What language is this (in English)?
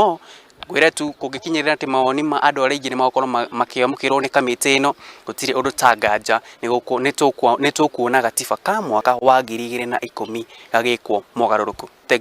Kikuyu